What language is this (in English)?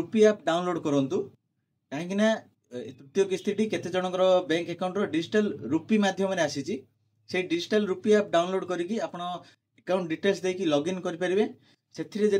Odia